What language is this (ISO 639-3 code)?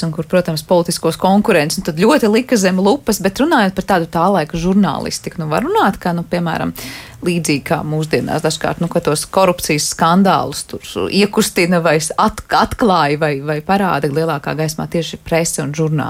lav